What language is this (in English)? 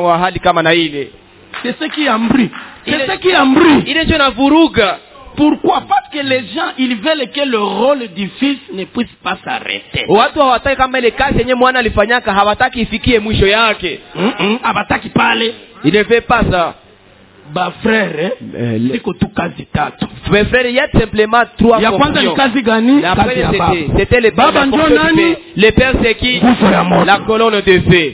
Swahili